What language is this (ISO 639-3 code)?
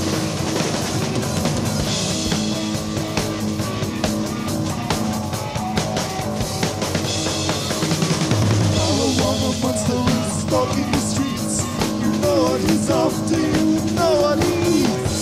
eng